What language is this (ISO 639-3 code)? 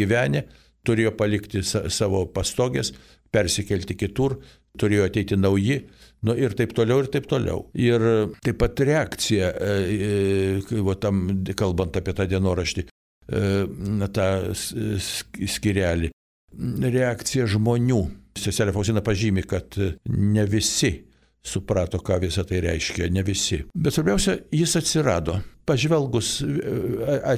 lit